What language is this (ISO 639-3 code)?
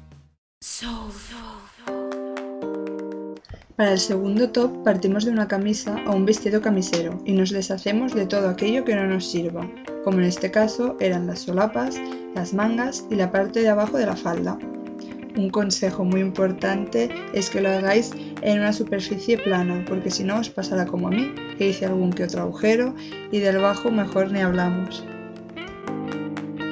spa